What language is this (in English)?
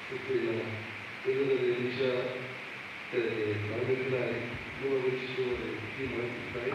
Northern Sotho